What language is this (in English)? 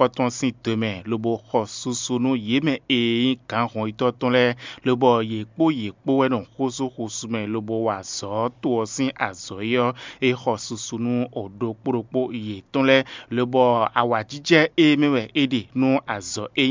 Fon